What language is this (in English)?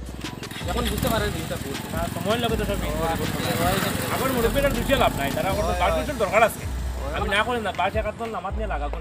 Sylheti